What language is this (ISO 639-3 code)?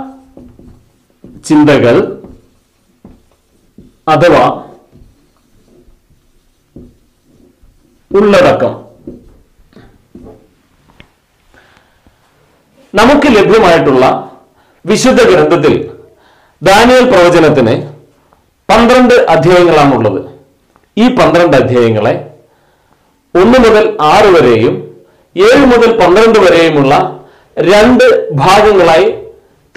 mal